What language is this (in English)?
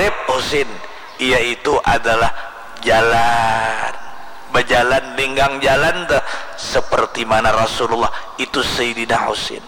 Banjar